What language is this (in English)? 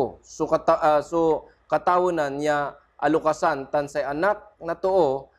Pangasinan